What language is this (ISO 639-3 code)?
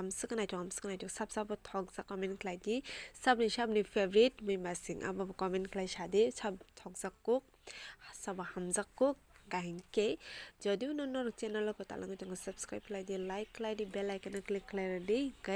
trp